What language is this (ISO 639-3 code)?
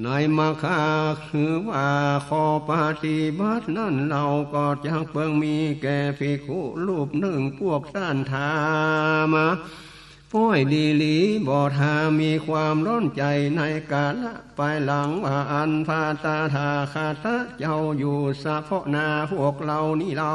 nod